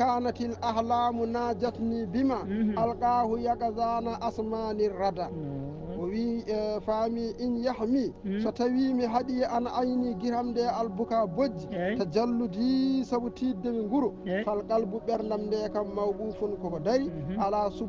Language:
Fula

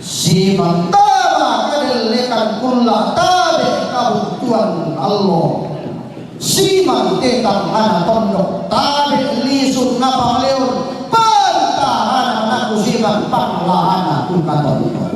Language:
Toraja-Sa'dan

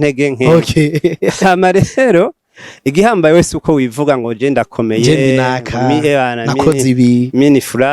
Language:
Rundi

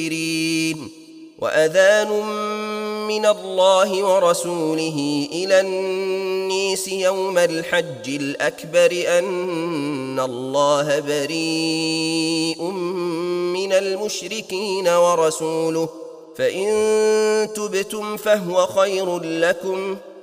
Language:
Arabic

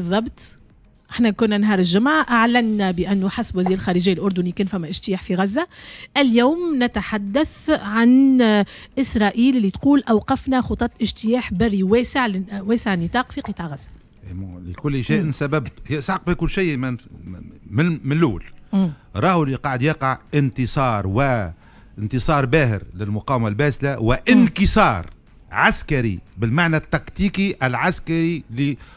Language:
Tunisian Arabic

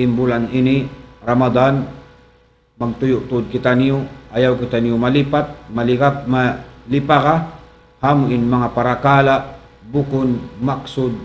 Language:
Tausug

